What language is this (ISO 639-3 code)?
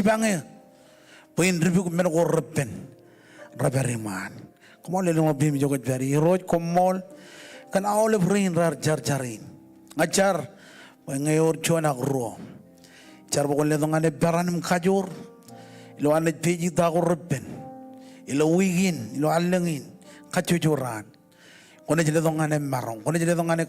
mah